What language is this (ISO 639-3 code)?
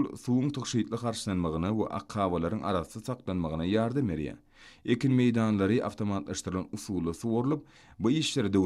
tuk